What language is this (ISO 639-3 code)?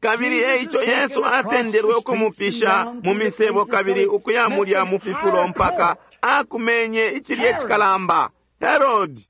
bem